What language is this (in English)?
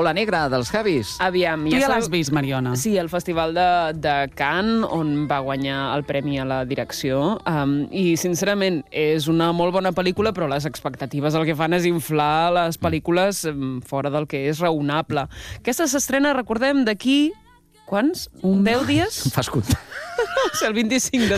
Catalan